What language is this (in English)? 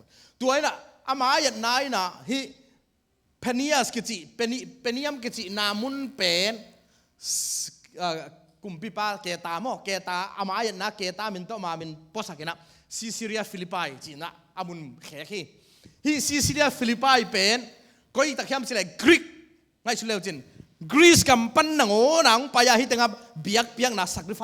Tedim Chin